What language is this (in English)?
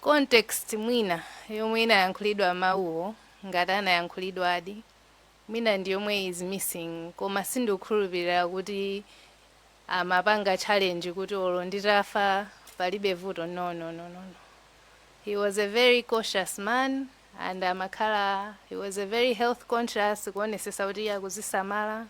Nyanja